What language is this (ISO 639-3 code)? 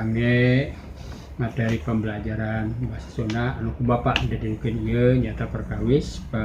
sun